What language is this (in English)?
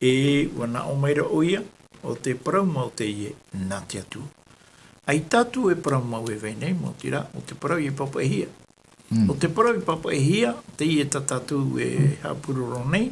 Tahitian